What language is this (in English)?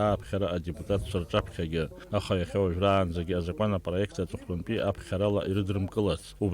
Abkhazian